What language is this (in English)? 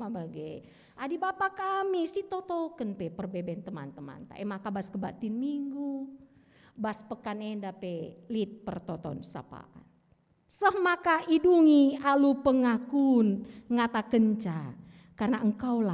Batak Karo